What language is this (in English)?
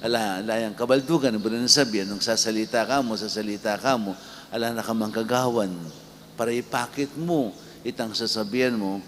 Pampanga